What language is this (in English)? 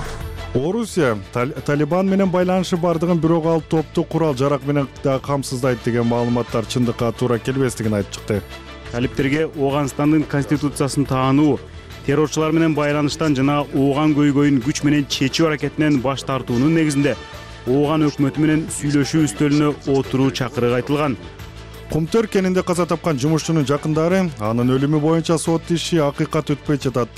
Kyrgyz